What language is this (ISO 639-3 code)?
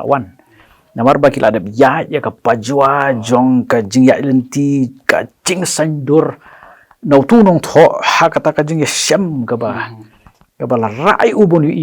kha